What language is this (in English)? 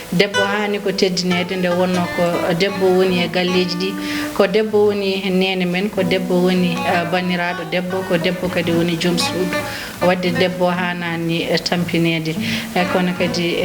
Fula